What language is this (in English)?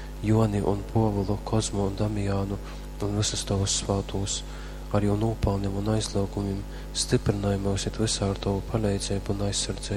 Latgalian